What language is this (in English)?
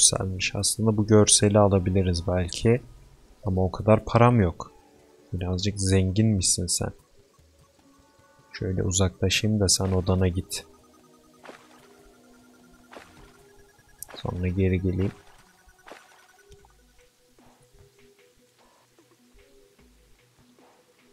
Turkish